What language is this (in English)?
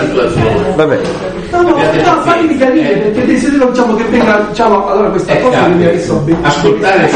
Italian